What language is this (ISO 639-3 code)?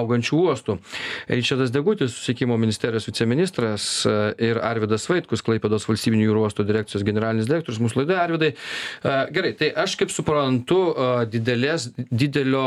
lit